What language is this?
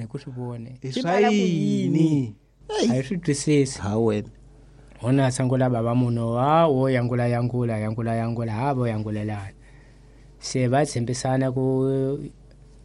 Tsonga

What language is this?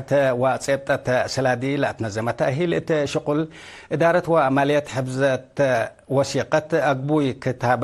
Tigre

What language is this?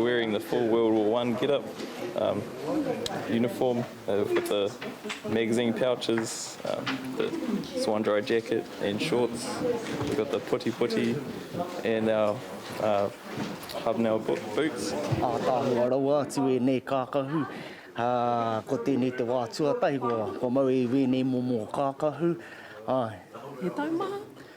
Māori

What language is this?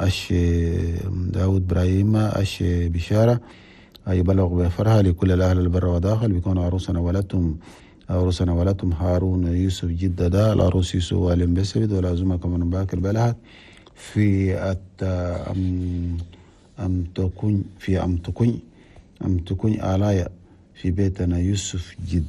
Chadian Arabic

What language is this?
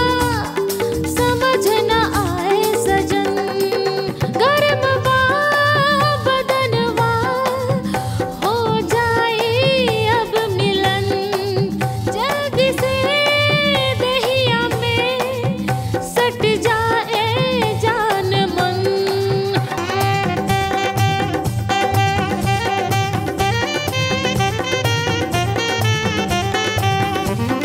Bhojpuri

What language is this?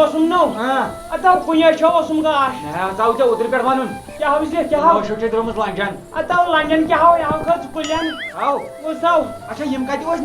Kashmiri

